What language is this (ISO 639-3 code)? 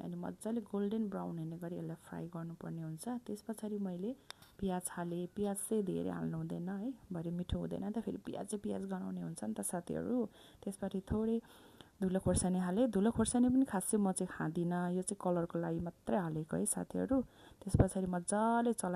nep